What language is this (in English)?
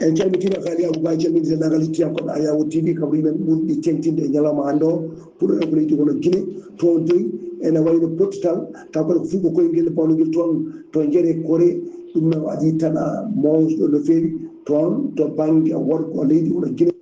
Fula